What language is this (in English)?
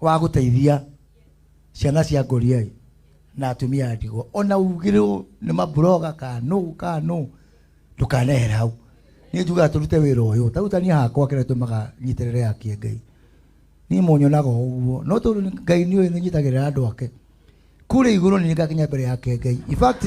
Kikuyu